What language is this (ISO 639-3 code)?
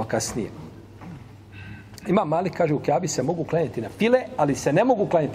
bos